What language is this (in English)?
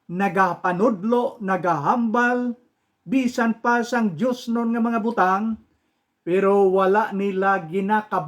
Hiligaynon